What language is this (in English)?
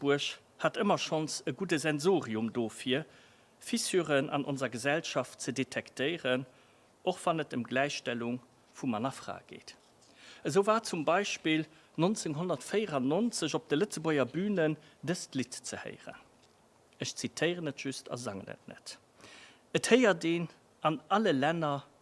Luxembourgish